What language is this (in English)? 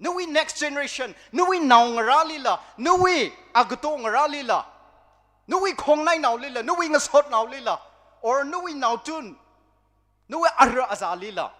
Tangkhul Naga (India)